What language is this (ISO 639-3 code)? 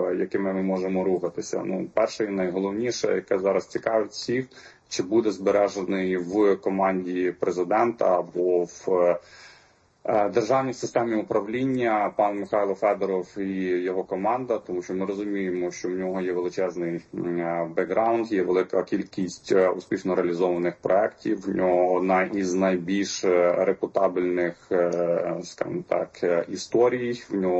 ukr